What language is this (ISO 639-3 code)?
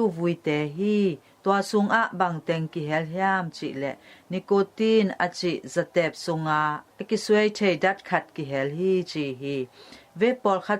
ctd